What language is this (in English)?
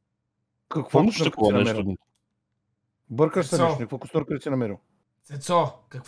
Bulgarian